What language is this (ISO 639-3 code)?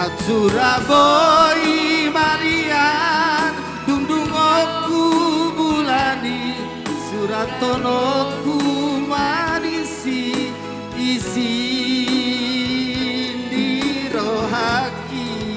bbc